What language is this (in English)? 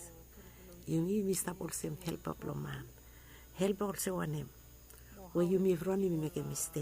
Bislama